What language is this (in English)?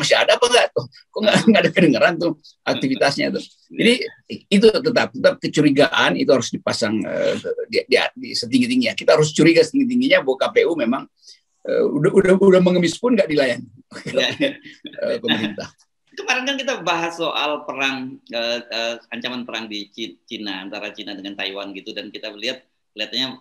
Indonesian